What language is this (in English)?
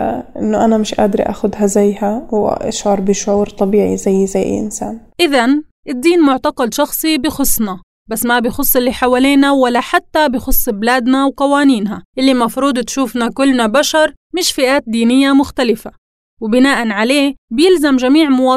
North Levantine Arabic